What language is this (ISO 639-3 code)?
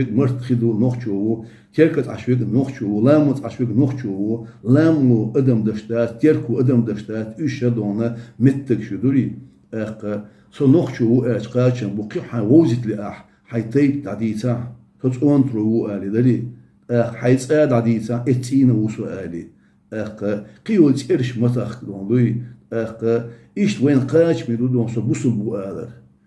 che